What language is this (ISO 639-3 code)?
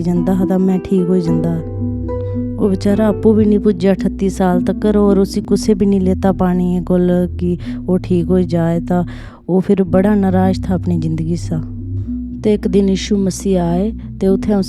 doi